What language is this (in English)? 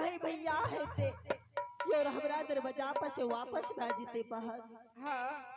Maithili